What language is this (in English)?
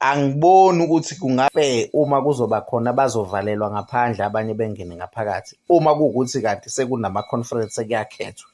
Zulu